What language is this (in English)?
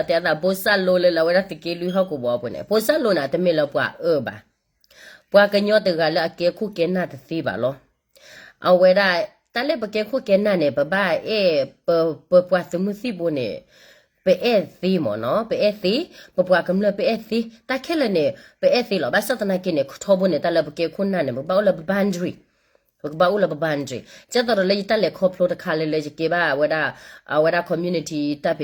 S'gaw Karen